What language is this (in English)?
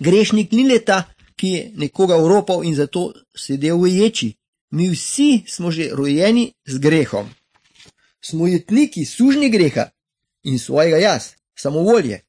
Slovenian